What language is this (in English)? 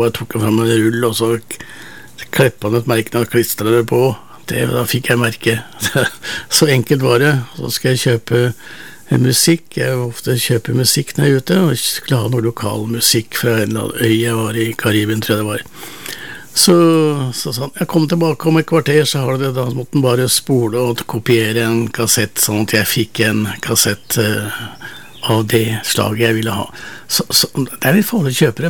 Norwegian